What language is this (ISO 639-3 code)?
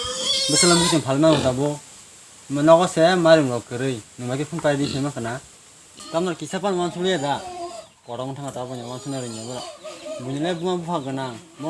trp